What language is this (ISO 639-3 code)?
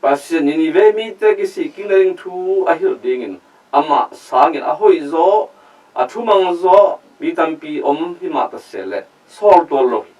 ctd